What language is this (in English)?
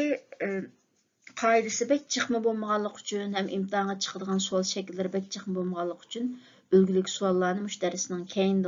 Uyghur